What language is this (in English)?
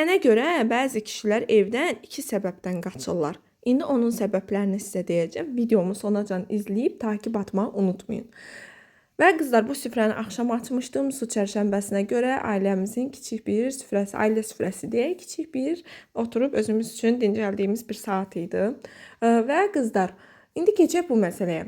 Azerbaijani